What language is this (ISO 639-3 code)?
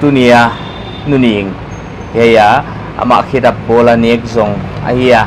pck